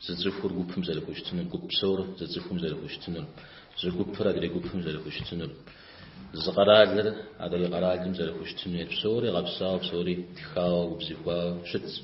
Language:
Kabardian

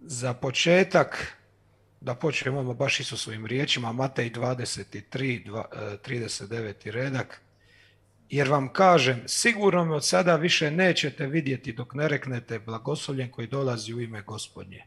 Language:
Croatian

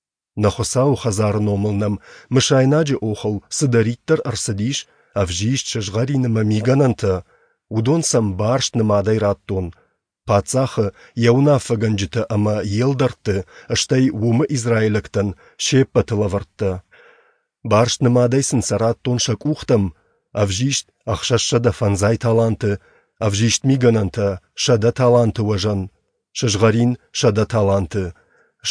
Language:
Ossetic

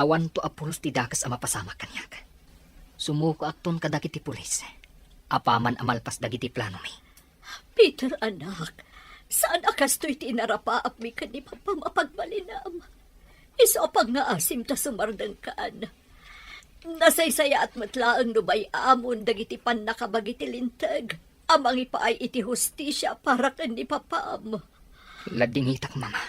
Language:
Iloko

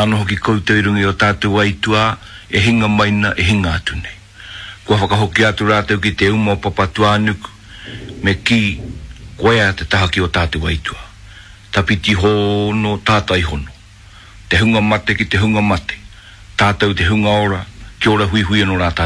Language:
Māori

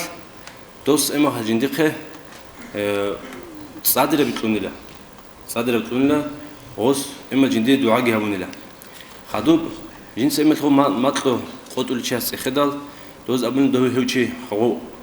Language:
Avaric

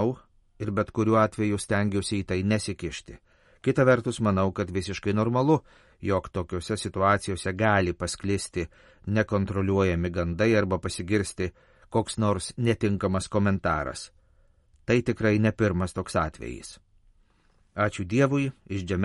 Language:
Lithuanian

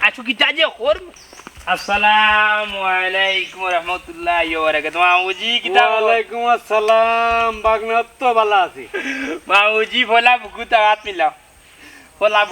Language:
Sylheti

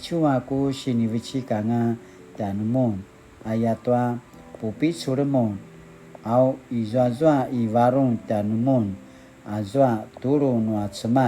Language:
Paiwan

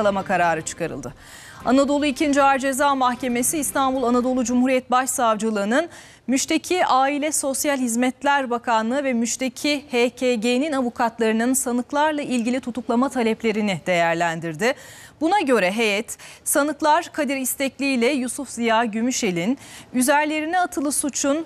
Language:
Turkish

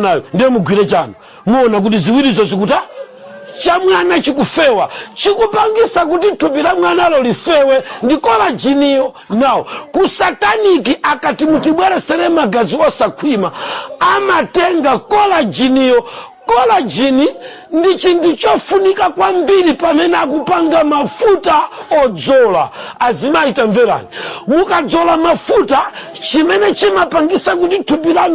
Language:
Nyanja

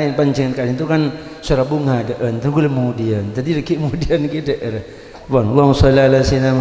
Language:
Madurese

